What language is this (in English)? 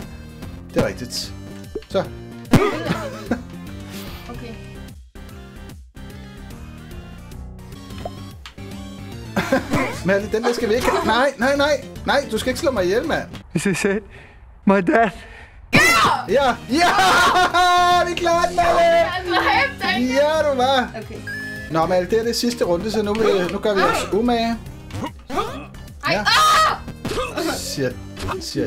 Danish